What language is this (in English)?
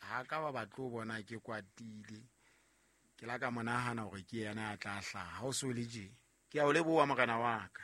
Southern Sotho